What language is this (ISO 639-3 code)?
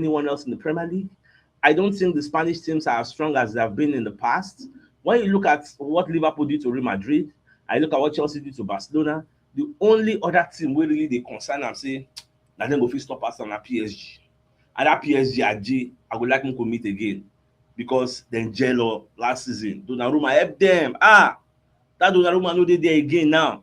pcm